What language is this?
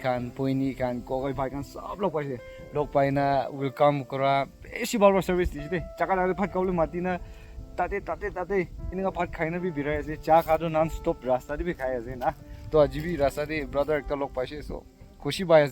Naga Pidgin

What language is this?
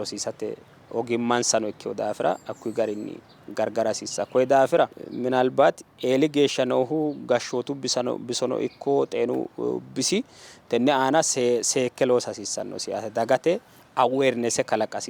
Sidamo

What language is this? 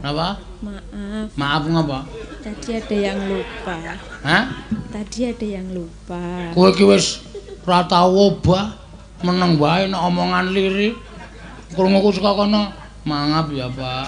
Javanese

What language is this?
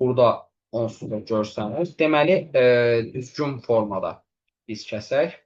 Azerbaijani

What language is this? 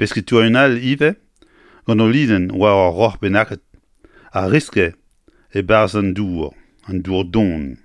Breton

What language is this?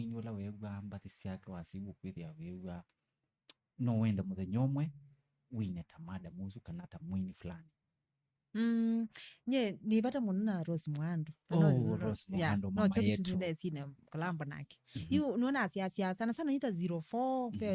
Kamba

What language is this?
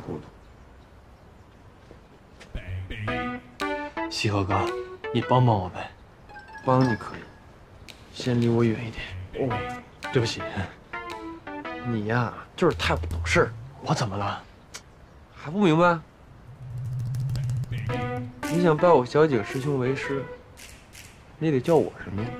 Chinese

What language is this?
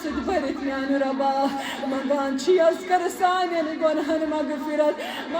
Kashmiri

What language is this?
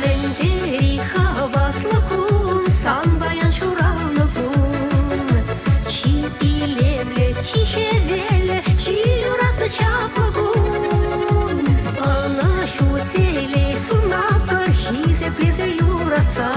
Chuvash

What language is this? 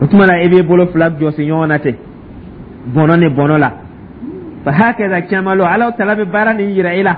Dyula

